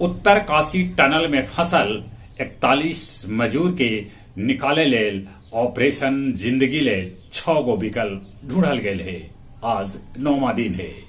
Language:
Magahi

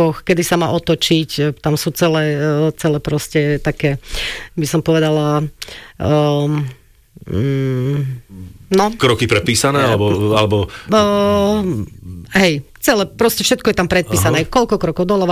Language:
Slovak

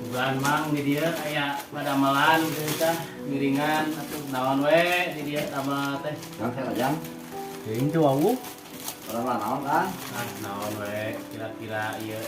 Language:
Sundanese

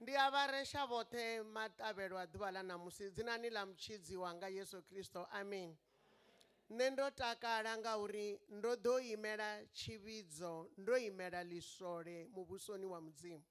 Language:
Venda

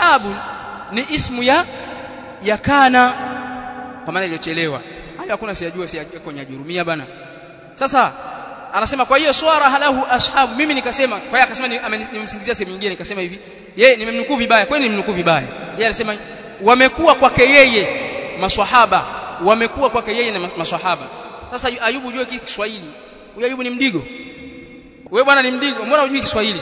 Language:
Swahili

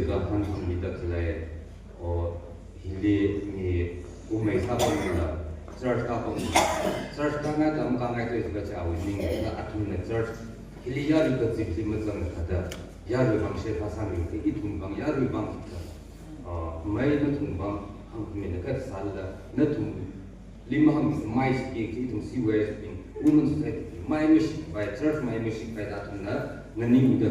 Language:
Tangkhul Naga (India)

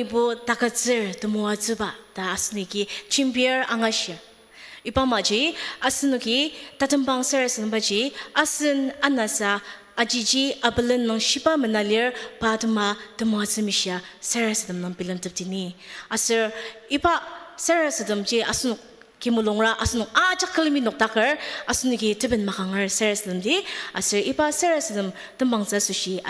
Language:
Ao Naga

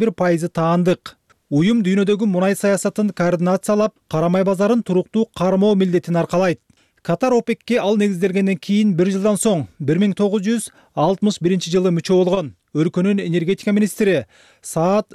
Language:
Kyrgyz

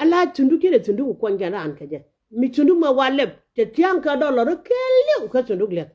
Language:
Nuer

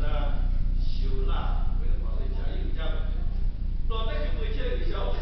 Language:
Lahu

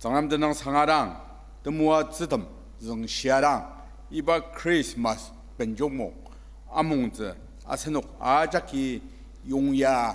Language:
Ao Naga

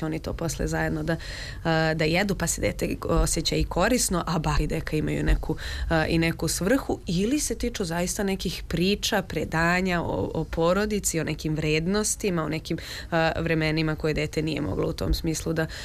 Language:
Serbian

